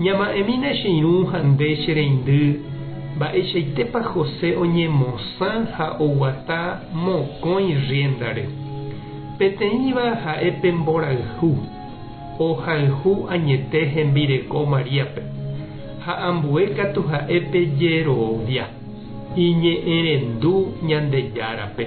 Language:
Guarani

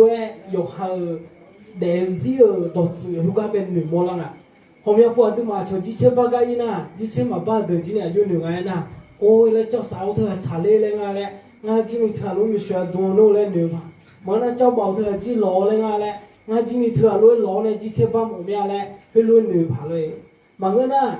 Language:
Akha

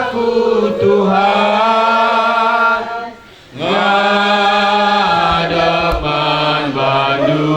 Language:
Batak Karo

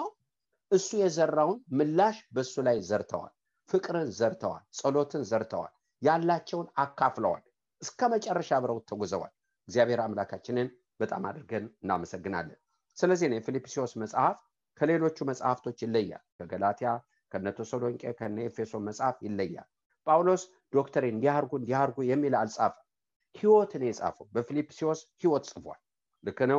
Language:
Amharic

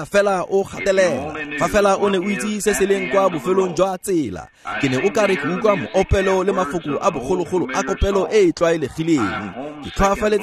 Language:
Tswana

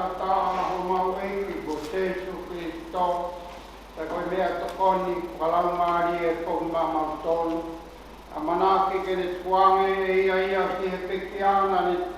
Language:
Tongan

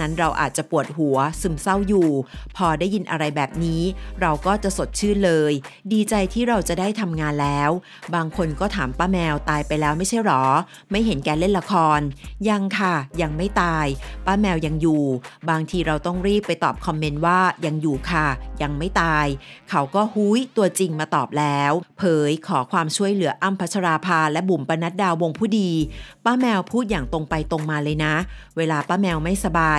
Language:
Thai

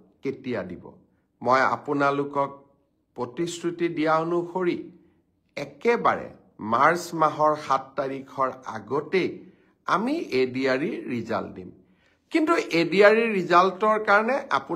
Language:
Assamese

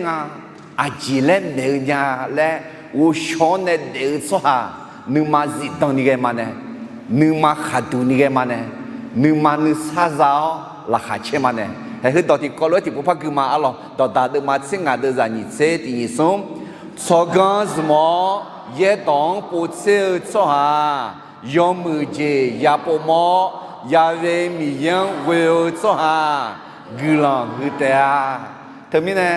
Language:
Akha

